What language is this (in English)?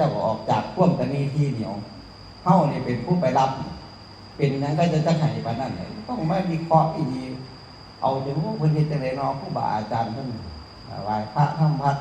Northeastern Thai